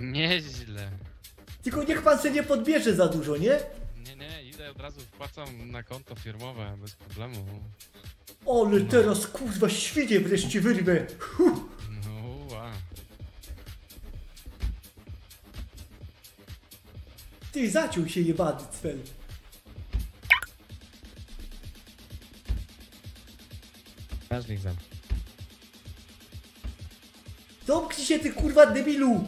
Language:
Polish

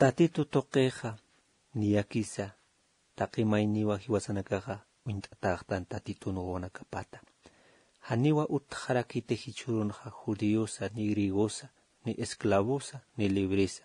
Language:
Aymara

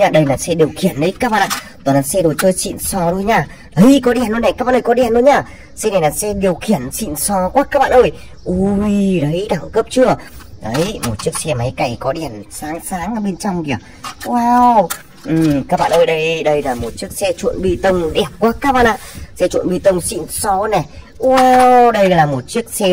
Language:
Vietnamese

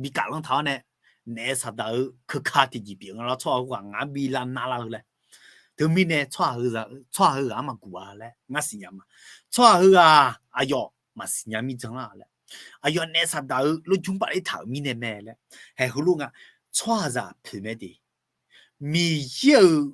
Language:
Akha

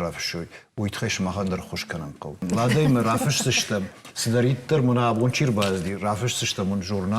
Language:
Ossetic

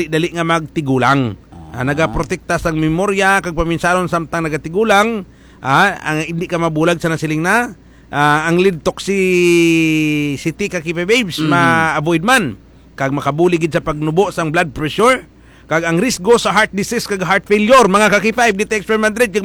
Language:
Hiligaynon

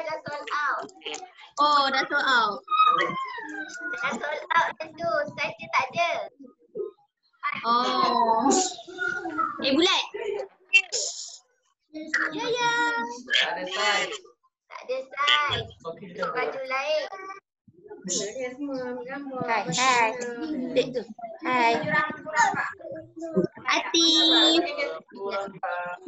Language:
Malay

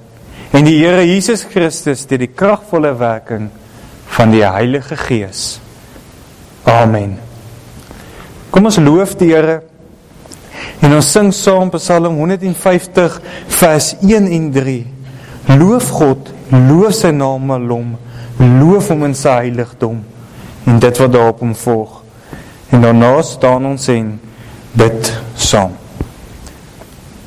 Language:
Afrikaans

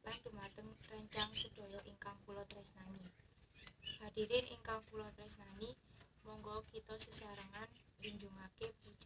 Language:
Javanese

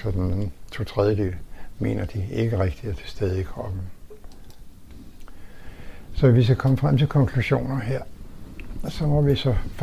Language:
Danish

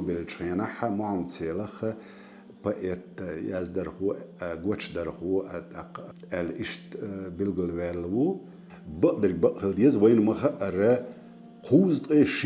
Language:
Chechen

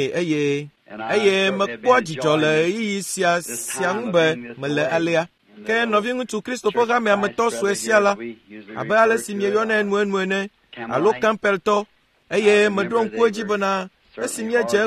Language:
Ewe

